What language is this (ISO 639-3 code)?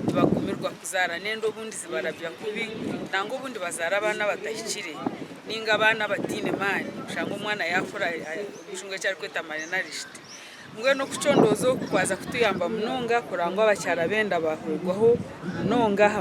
nyn